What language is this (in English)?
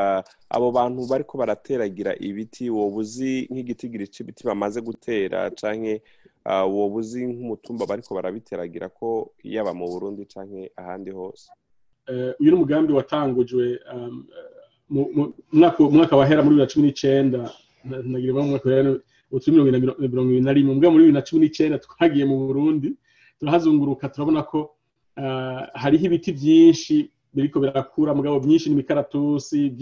Rundi